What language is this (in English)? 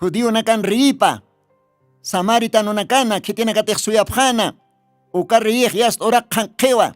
Aymara